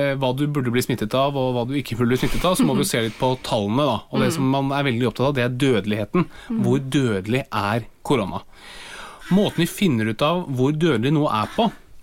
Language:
Norwegian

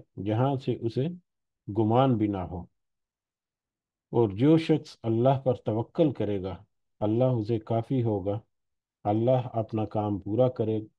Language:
Urdu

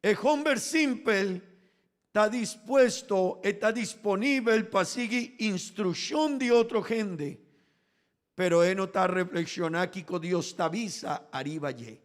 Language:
Papiamento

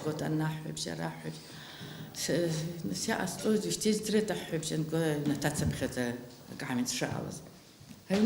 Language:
Abkhazian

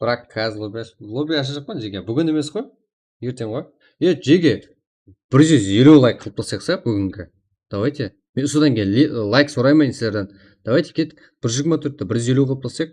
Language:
Kara-Kalpak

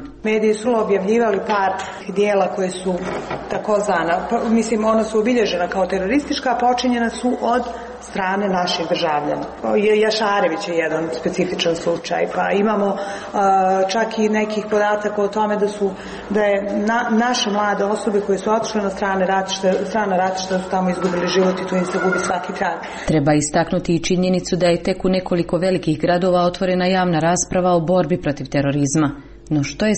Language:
Serbian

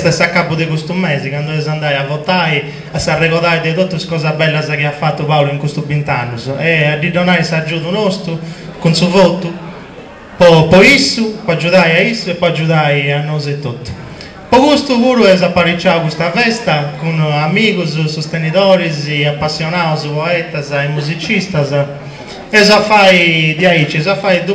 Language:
Sardinian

